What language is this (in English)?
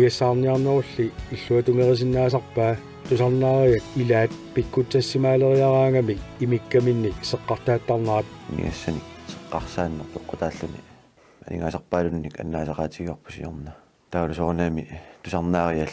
Kalaallisut